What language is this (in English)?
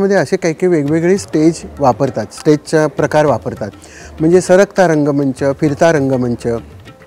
Marathi